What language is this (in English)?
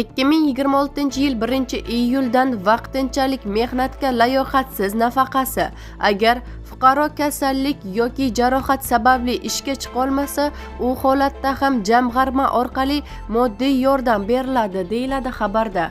Uzbek